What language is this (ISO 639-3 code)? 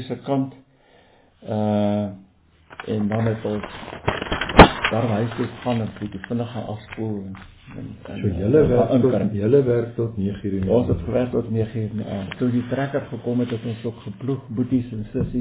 afr